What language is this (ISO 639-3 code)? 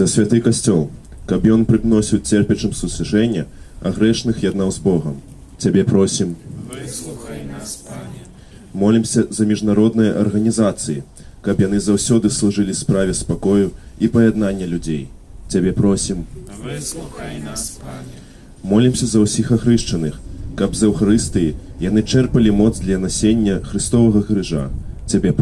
bel